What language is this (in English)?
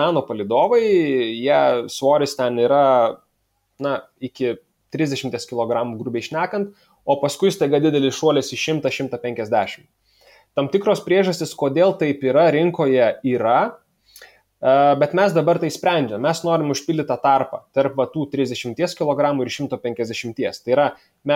Lithuanian